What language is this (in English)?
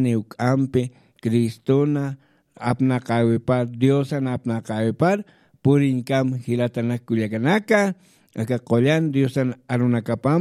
Aymara